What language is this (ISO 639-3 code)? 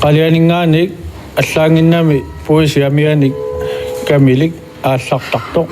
kal